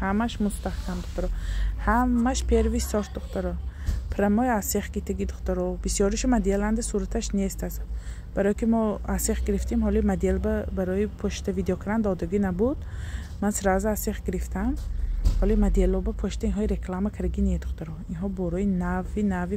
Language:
Tajik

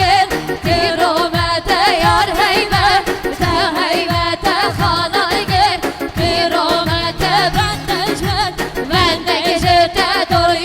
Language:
Kurdish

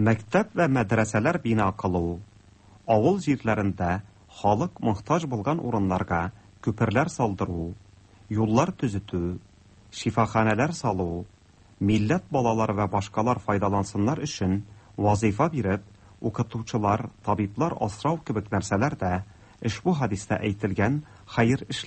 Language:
Tatar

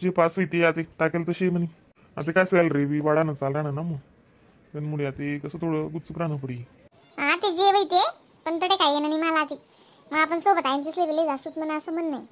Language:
Khandesi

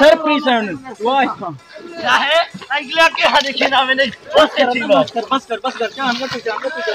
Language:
Saraiki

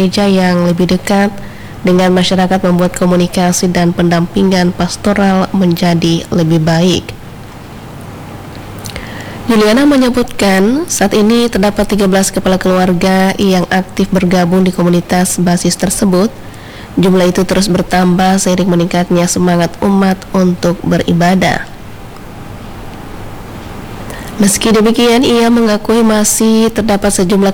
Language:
Indonesian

